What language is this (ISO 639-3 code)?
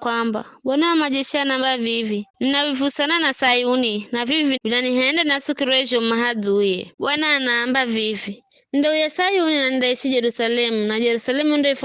nyf